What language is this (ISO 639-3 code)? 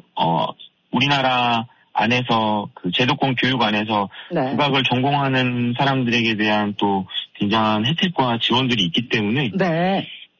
kor